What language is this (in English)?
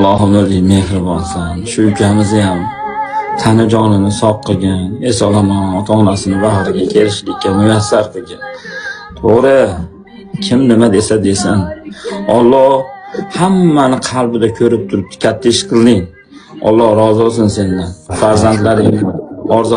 Uzbek